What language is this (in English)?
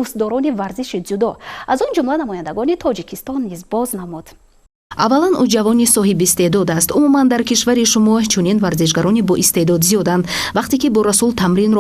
Tajik